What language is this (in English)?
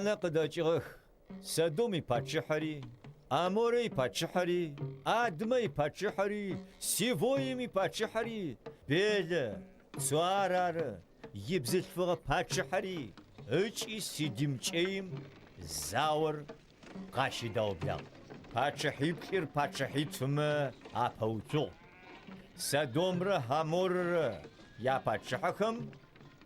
Adyghe